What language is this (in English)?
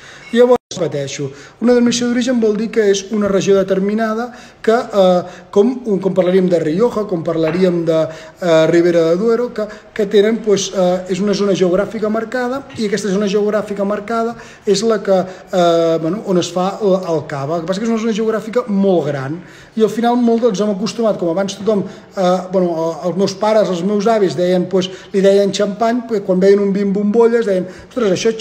Catalan